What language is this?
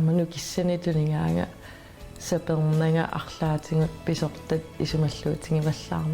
Kalaallisut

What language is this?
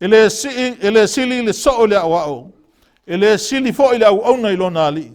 Samoan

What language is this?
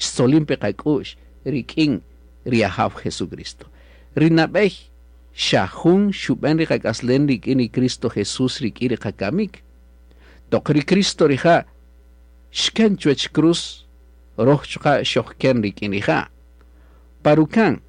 Kaqchikel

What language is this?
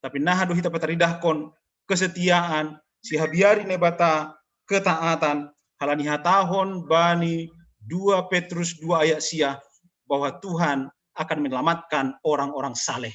Batak Simalungun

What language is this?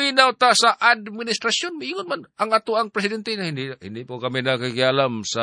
Cebuano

